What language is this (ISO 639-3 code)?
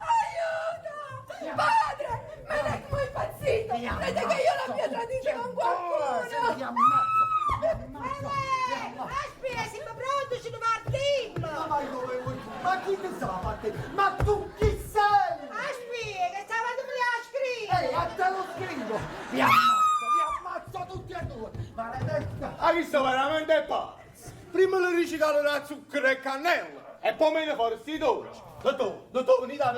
nap